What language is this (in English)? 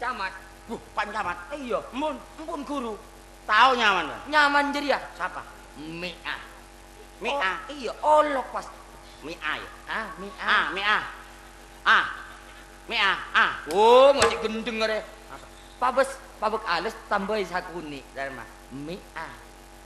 Madurese